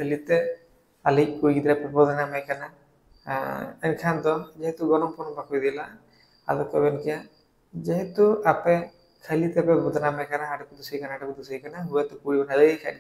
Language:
Santali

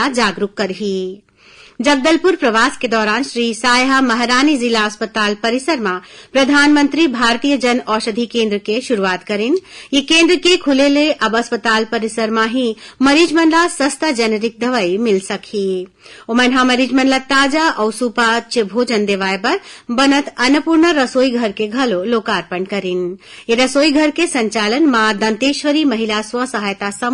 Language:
Chhattisgarhi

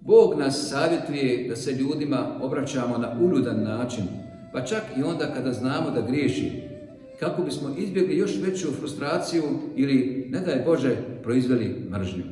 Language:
Bosnian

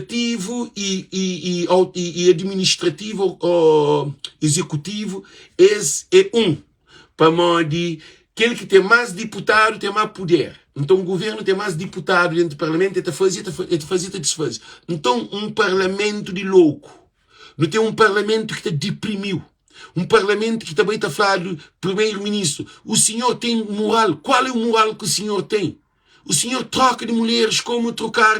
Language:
Kabuverdianu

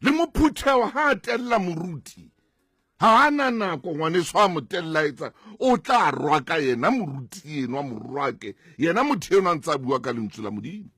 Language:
Southern Sotho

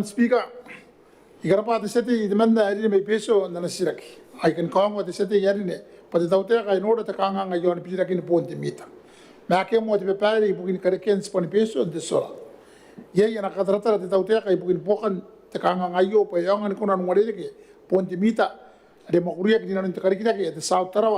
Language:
Gilbertese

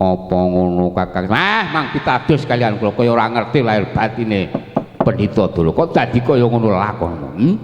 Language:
Javanese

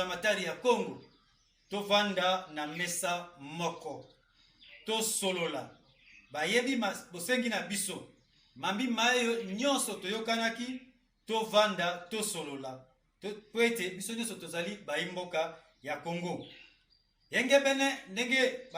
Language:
Lingala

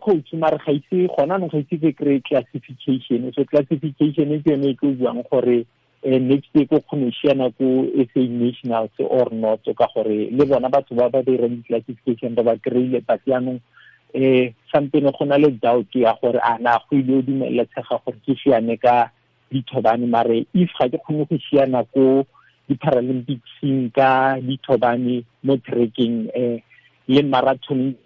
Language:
Tswana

